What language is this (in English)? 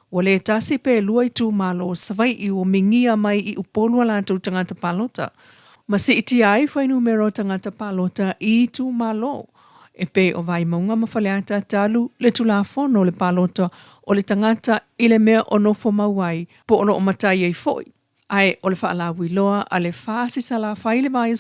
Samoan